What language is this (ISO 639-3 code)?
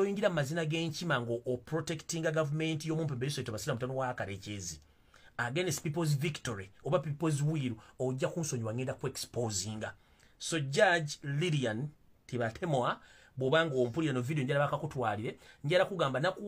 lug